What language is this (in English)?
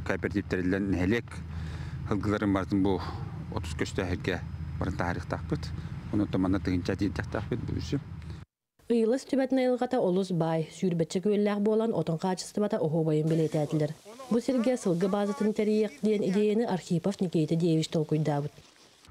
Yakut